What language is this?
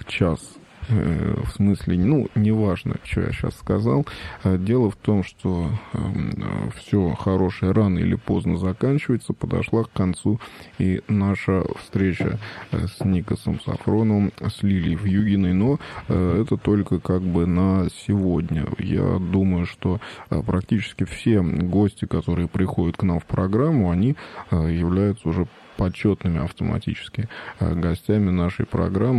Russian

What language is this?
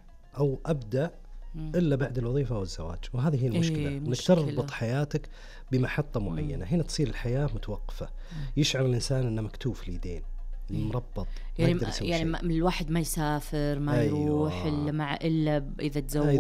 Najdi Arabic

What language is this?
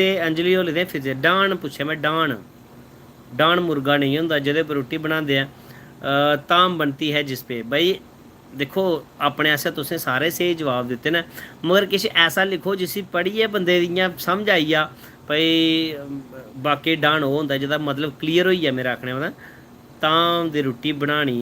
Dogri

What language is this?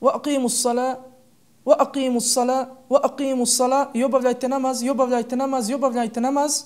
Bosnian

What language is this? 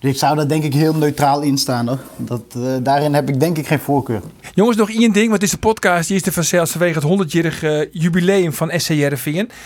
Western Frisian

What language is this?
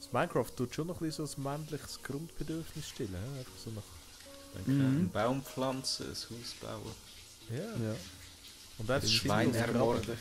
Swiss German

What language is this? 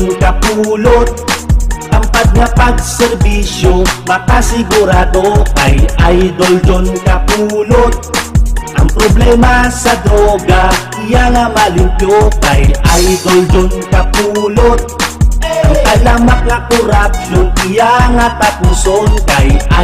Hiligaynon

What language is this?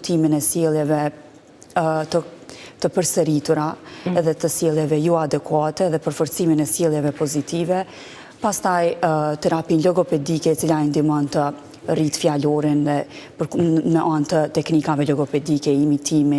Albanian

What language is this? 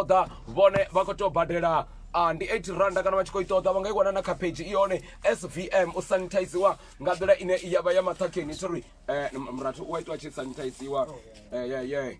Venda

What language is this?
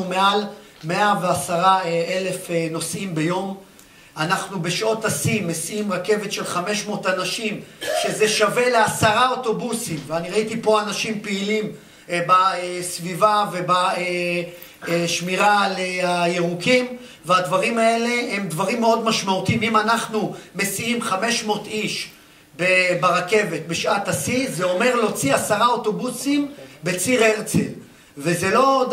Hebrew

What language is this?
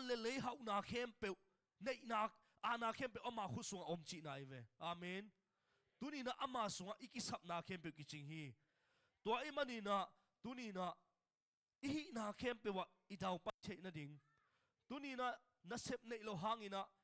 Tedim Chin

